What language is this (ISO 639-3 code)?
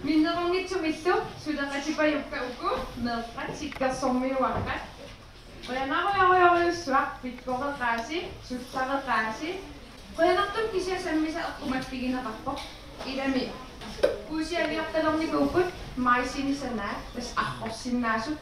kal